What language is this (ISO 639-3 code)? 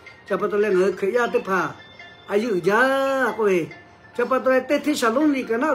lhu